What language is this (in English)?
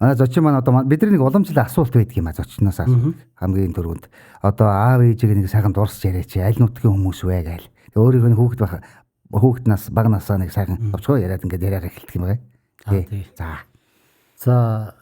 Mongolian